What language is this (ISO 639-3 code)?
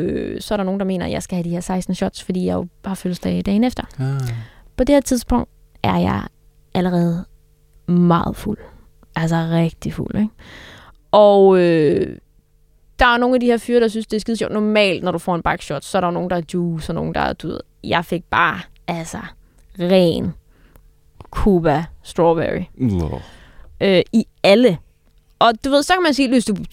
dan